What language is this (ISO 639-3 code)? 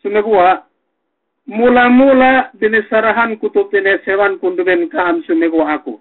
yka